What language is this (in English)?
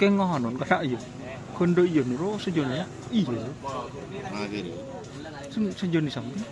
Madurese